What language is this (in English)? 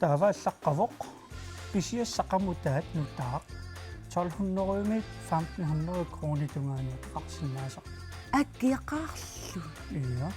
Kalaallisut